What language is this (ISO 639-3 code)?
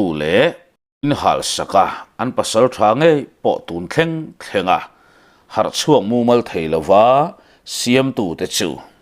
lus